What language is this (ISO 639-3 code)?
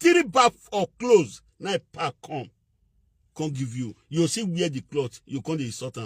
pcm